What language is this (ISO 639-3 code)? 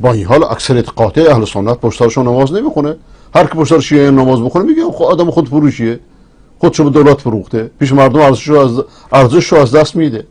fas